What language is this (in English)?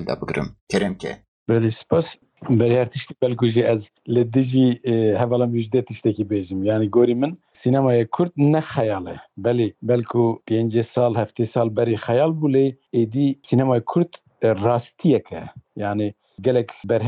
Kurdish